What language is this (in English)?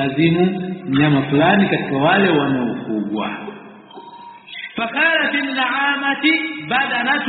Swahili